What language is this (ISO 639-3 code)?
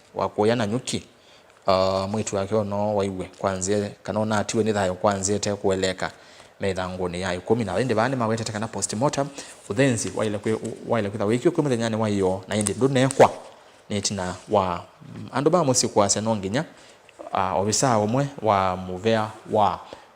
kam